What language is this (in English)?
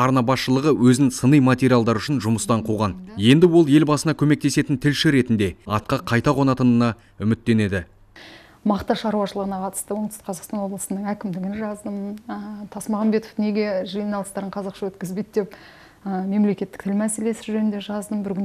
Kazakh